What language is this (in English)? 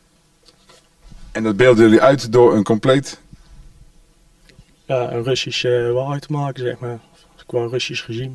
Dutch